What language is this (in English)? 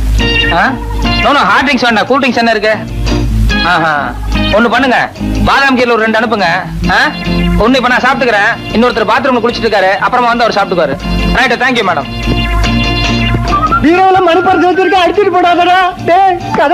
Tamil